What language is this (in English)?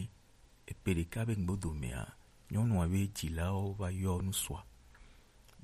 Gen